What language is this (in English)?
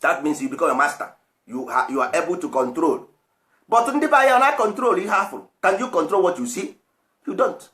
Igbo